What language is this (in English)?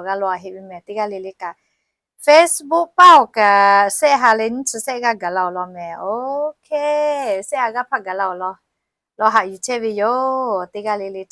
Lahu